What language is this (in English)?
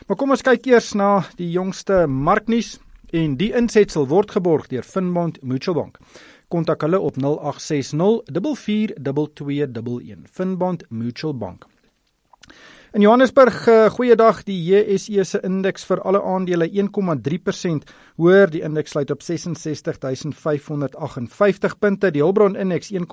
Afrikaans